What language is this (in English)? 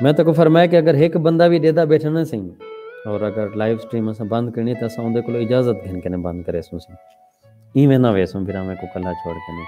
Saraiki